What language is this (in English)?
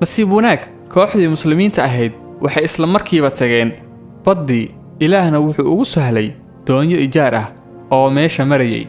Somali